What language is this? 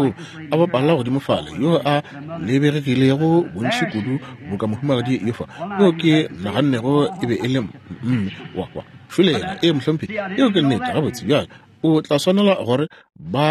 Northern Sotho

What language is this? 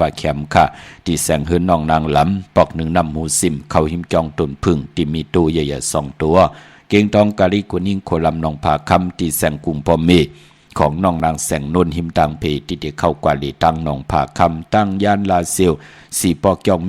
Shan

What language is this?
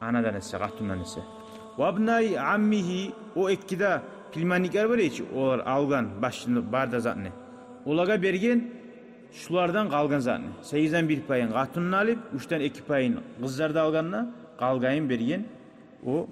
Kumyk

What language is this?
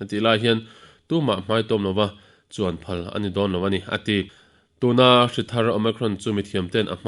Mizo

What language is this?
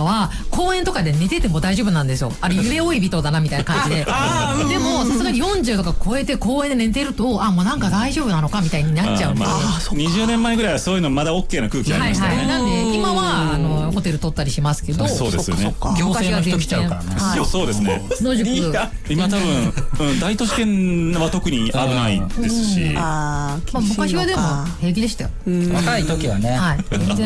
Japanese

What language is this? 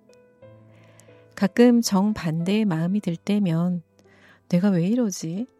Korean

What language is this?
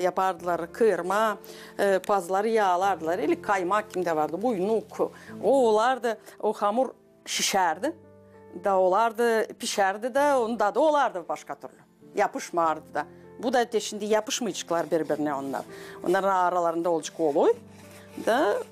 Gagauz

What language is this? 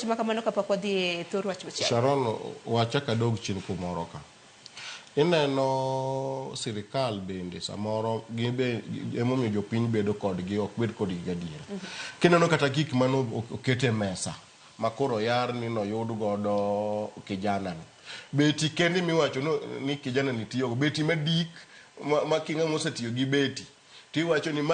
Luo (Kenya and Tanzania)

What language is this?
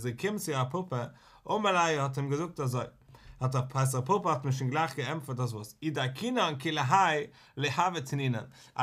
Yiddish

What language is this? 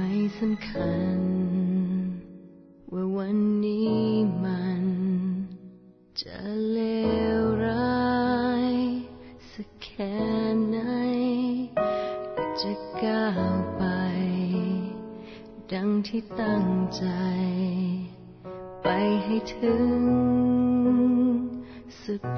Thai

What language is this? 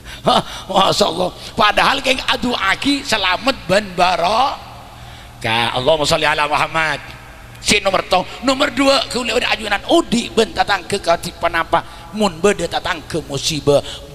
Madurese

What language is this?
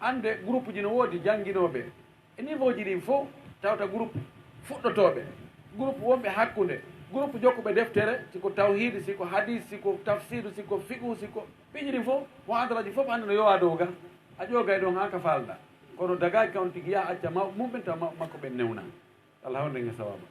Fula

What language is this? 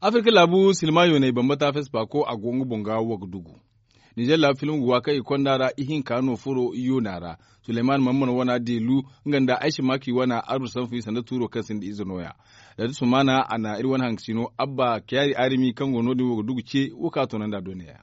Zarma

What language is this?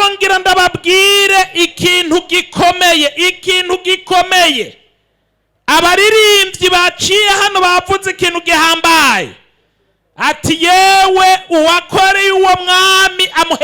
Rundi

